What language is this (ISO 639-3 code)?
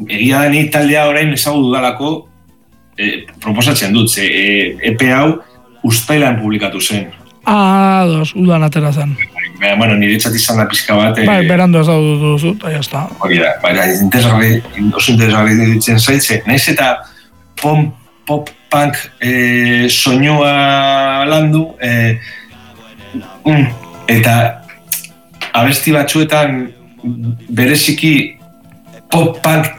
eus